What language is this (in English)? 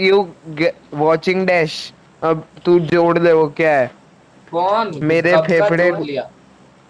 Hindi